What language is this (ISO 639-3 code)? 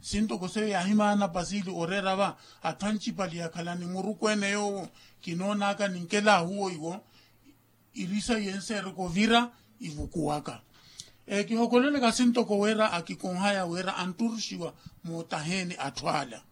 vmw